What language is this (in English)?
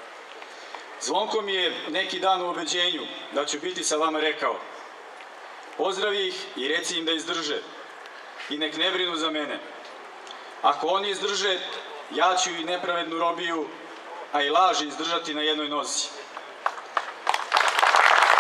Serbian